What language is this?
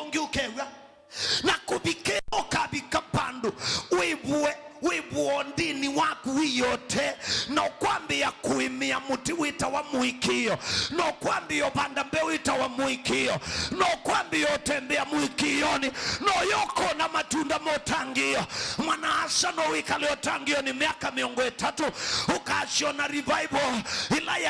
Kamba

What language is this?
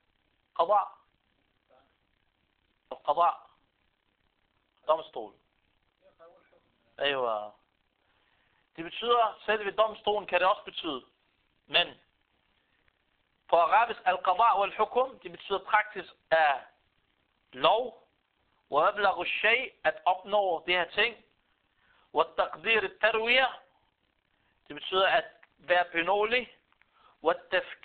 Danish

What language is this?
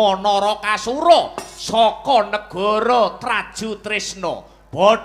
Javanese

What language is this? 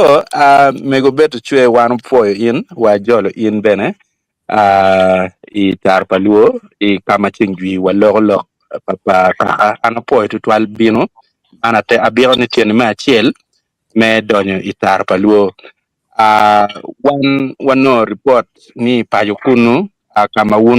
Acoli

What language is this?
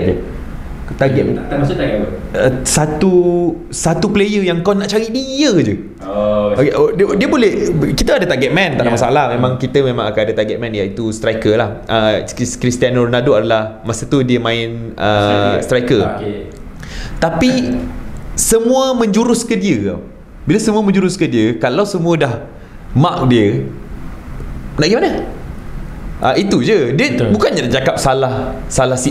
Malay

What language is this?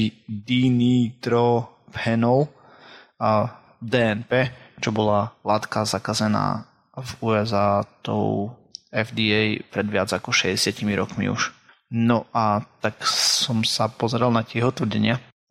Slovak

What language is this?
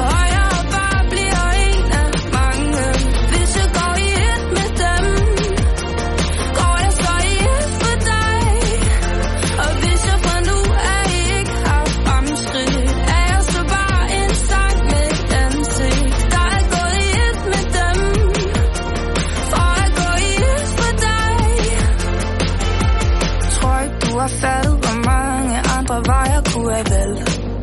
Danish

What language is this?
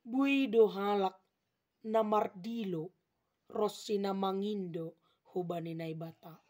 Batak Simalungun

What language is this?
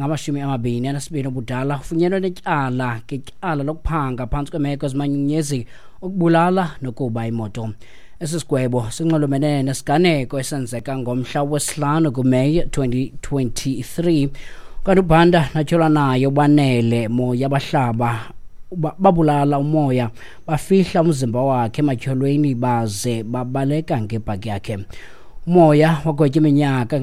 Xhosa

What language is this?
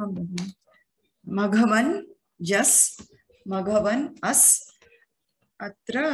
Sanskrit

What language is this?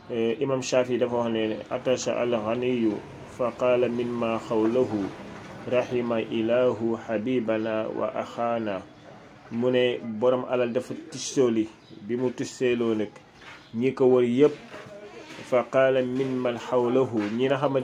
Wolof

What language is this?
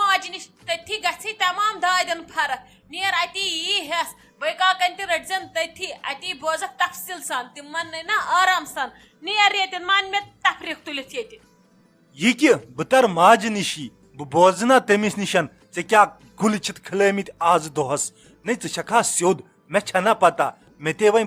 Kashmiri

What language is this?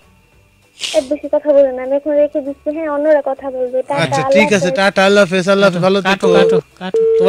Bangla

